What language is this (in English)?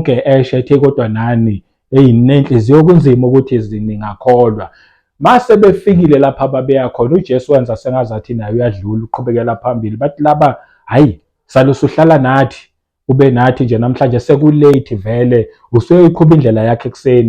Zulu